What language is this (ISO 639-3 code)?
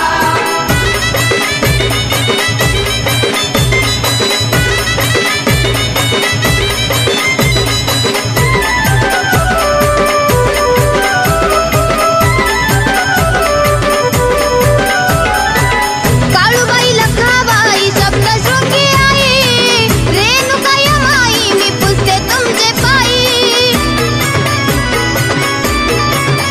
mar